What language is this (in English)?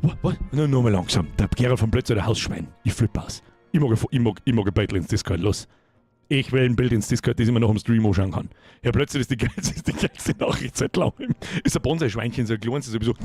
Bavarian